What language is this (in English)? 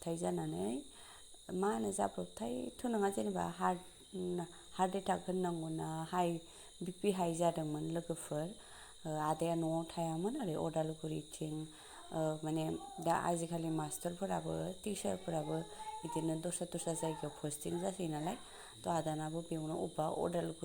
Bodo